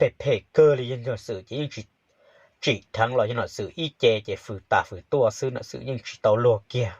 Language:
Hmong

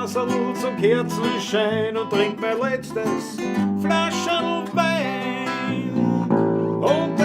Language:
Bavarian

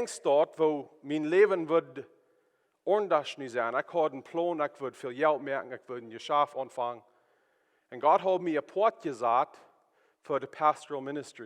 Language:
Plautdietsch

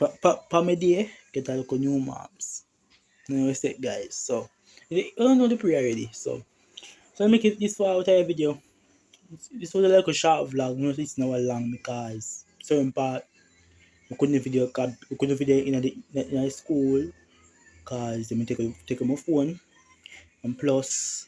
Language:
Jamaican Creole English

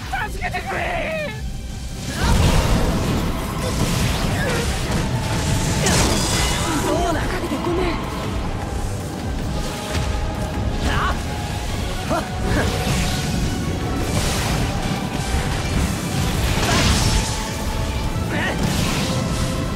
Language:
Japanese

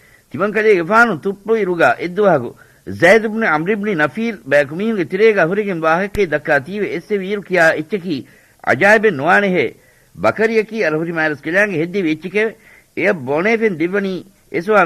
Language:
Divehi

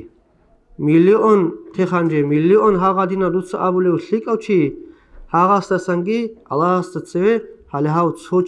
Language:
Avaric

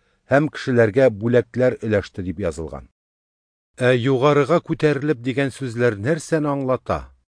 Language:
Tatar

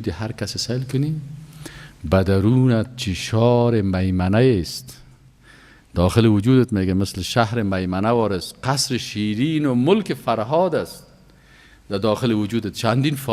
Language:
Persian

